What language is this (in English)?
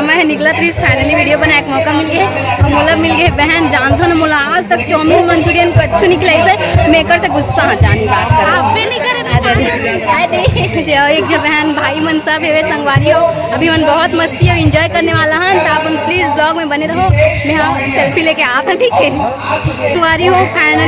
Chhattisgarhi